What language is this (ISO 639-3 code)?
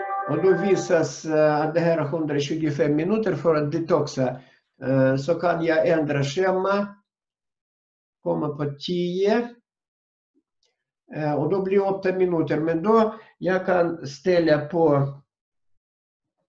swe